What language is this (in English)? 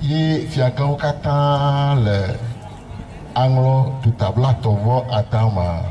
Ewe